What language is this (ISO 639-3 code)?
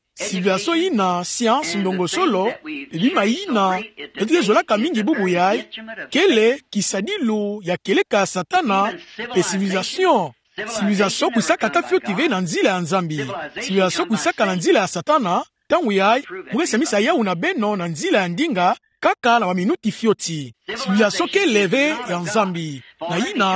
ktu